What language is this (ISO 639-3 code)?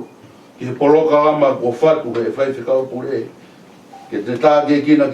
ton